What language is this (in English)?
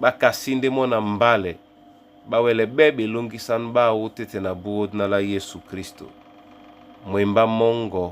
Duala